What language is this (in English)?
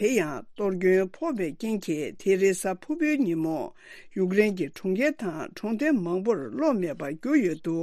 Tibetan